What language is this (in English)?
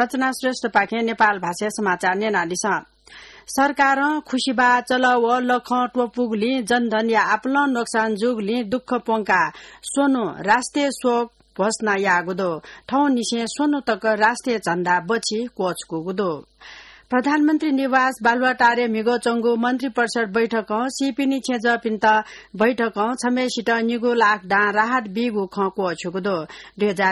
Newari